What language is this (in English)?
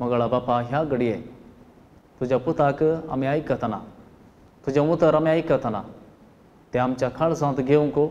Konkani